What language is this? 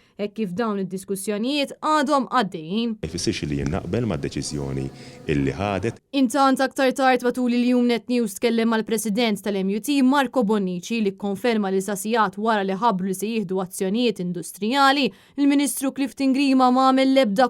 Maltese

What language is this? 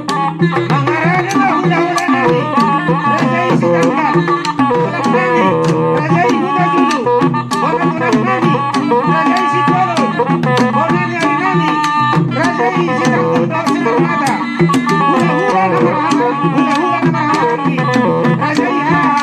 Batak Toba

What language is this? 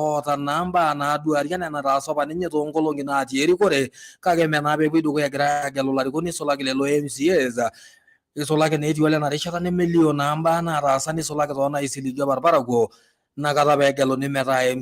Masai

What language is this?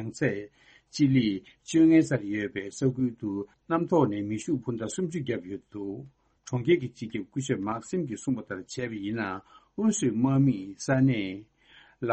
Tibetan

